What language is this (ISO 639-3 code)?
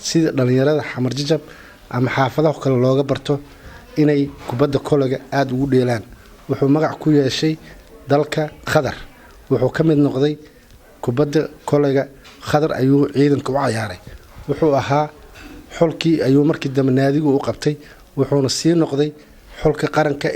som